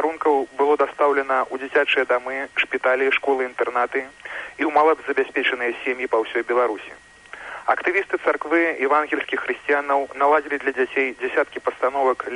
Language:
Belarusian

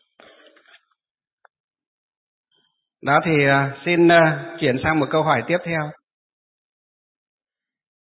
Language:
Vietnamese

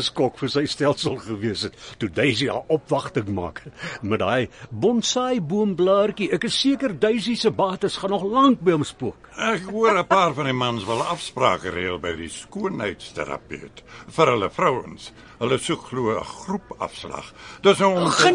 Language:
Afrikaans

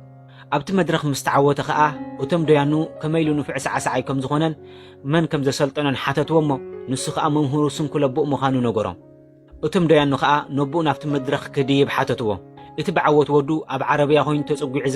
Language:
Tigrinya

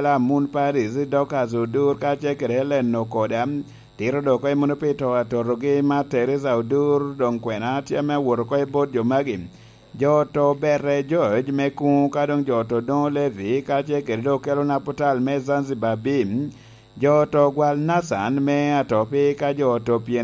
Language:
Lango (Uganda)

